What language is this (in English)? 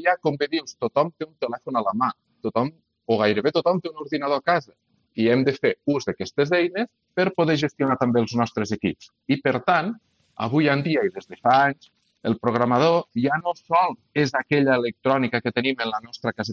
Catalan